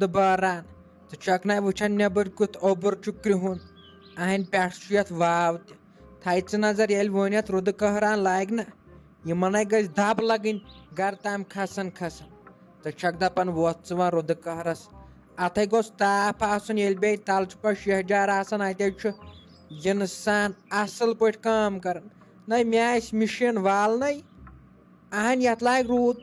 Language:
Kashmiri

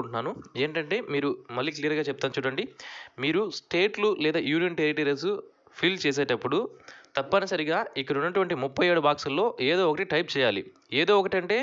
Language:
Telugu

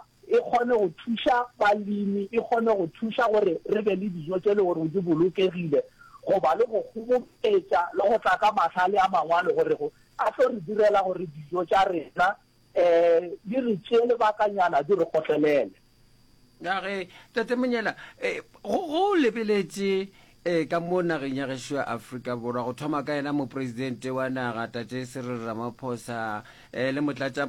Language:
Northern Sotho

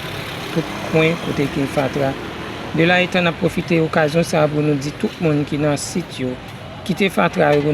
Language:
Haitian Creole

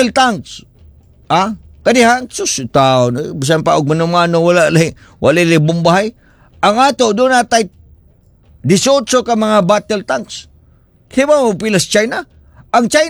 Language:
Cebuano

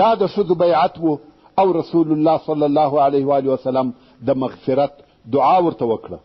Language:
Pashto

